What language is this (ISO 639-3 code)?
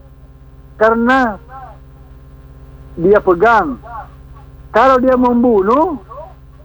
ind